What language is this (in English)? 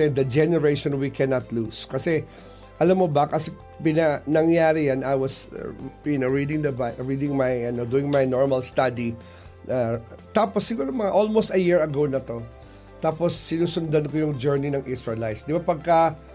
Filipino